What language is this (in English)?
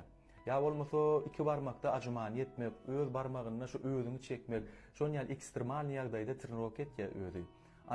Turkmen